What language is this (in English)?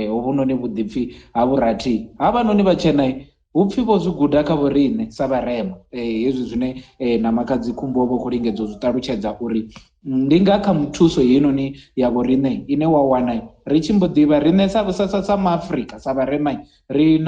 Venda